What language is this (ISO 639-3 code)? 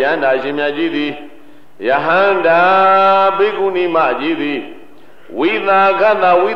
mya